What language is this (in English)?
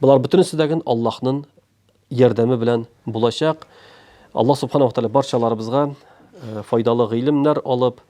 Tatar